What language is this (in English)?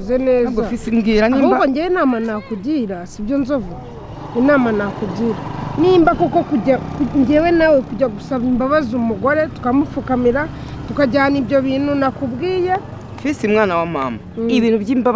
Kinyarwanda